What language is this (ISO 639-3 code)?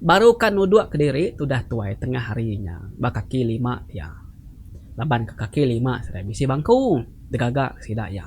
iba